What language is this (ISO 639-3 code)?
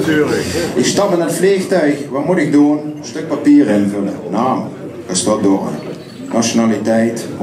lim